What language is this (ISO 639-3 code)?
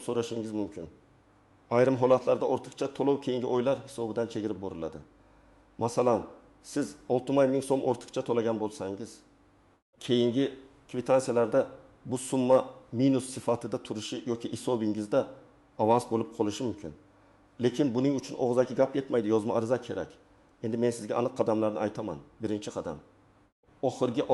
uzb